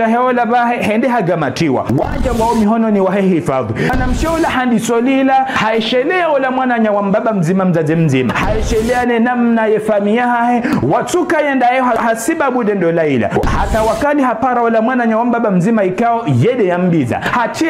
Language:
Swahili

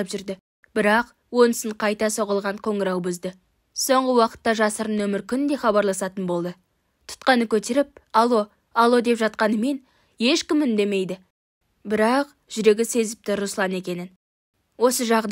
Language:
Kazakh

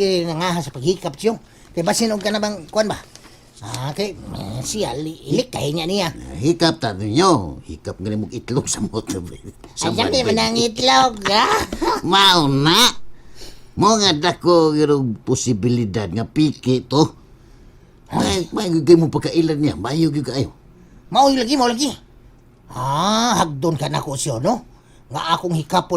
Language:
Cebuano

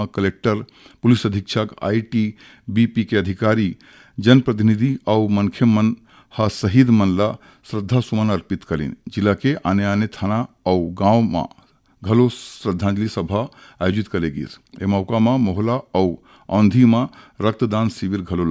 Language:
Chhattisgarhi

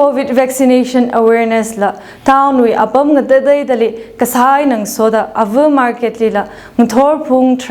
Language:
Tangkhul Naga (India)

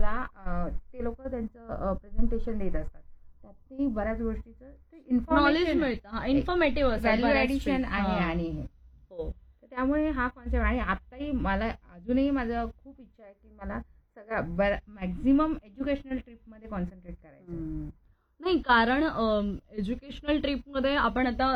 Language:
Marathi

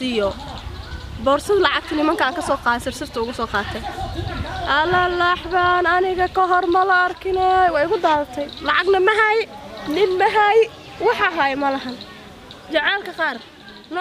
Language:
Somali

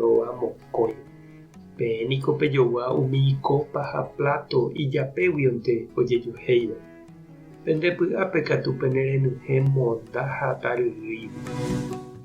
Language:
Guarani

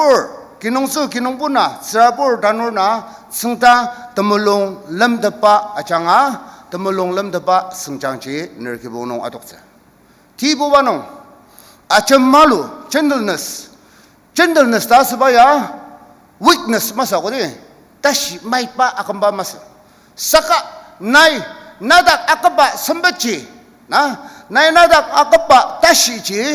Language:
Ao Naga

